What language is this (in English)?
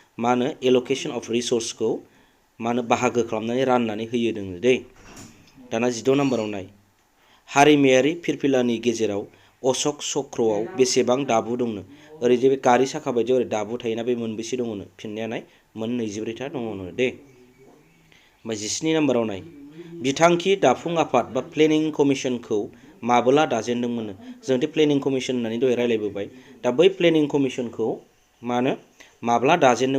Bodo